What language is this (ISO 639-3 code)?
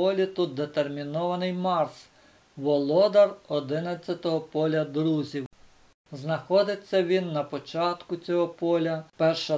ukr